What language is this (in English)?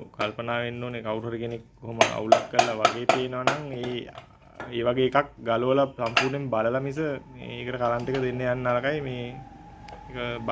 Sinhala